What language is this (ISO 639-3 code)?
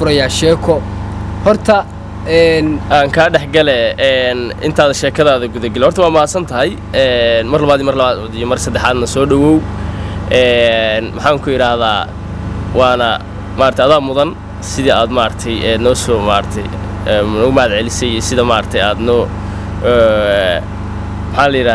som